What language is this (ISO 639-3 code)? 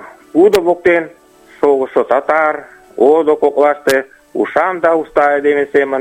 chm